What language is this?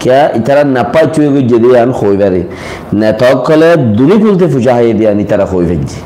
Rohingya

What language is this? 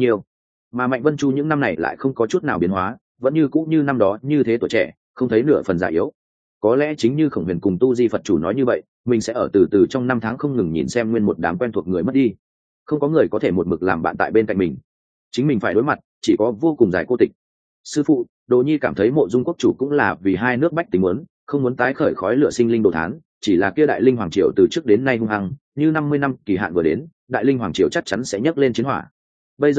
Vietnamese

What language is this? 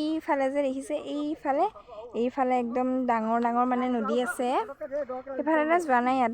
Assamese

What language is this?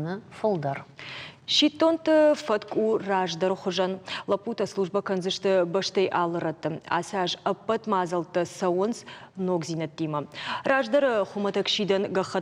Ossetic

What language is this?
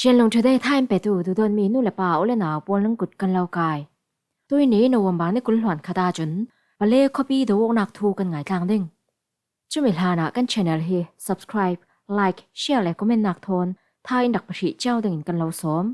Falam Chin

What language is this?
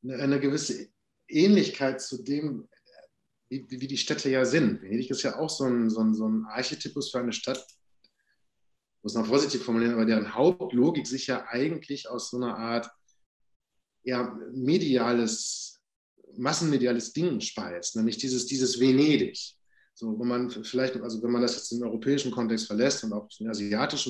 German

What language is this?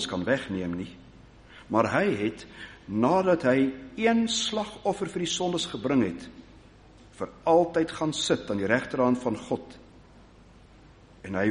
Afrikaans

